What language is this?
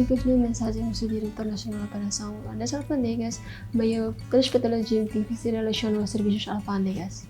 Tetum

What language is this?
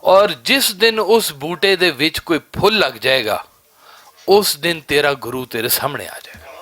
Western Panjabi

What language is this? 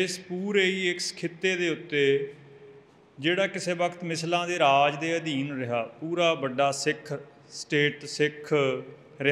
Punjabi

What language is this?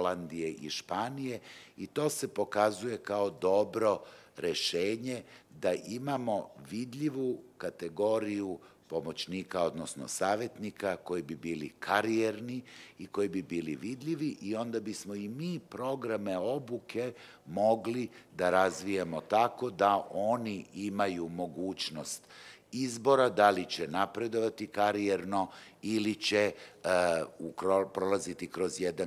Serbian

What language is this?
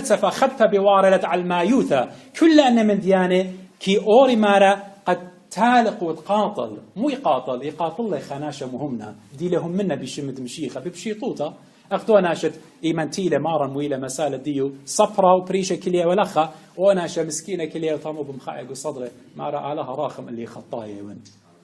Assyrian Neo-Aramaic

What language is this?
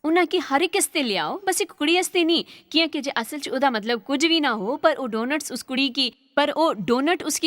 Dogri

